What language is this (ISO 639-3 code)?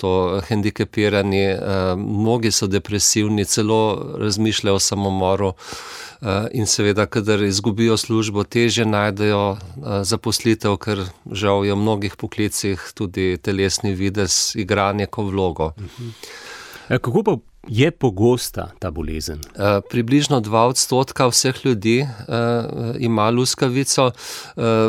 slv